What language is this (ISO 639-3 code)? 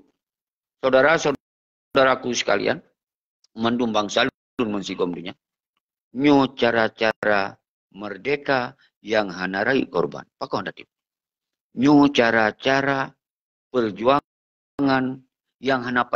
ace